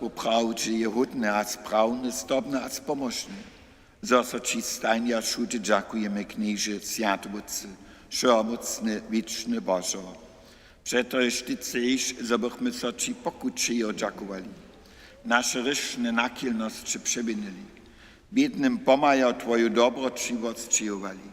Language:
Upper Sorbian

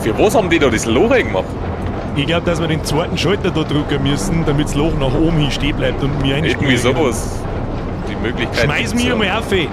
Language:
Bavarian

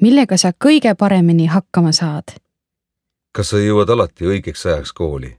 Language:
Estonian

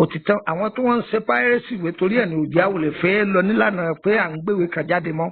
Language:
Yoruba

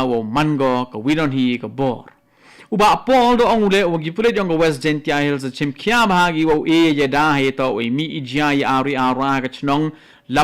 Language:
Khasi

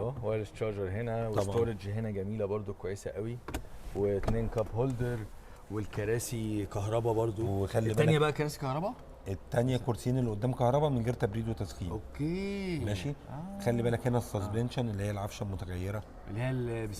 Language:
Egyptian Arabic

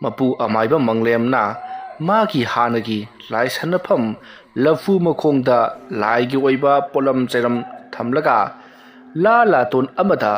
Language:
Manipuri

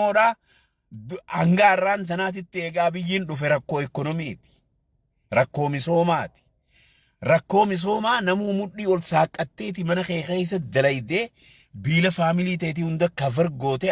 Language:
Oromo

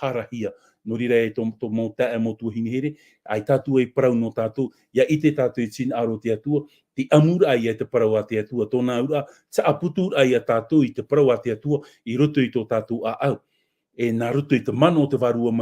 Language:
Tahitian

